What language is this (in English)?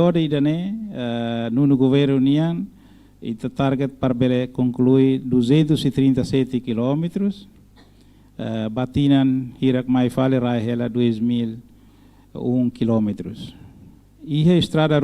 Tetum